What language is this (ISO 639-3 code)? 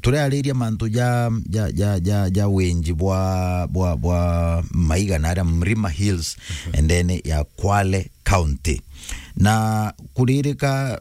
mer